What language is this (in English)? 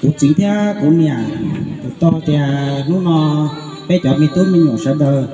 Hmong